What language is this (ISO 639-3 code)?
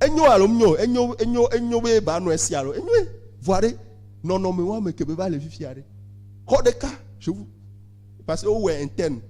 ewe